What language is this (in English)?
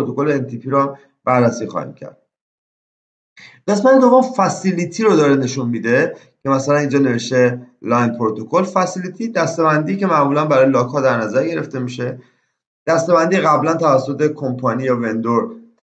Persian